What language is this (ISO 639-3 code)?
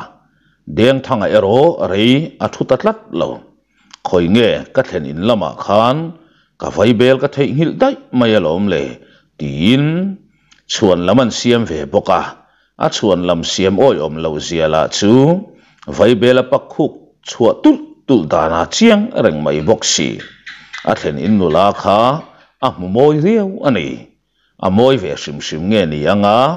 lus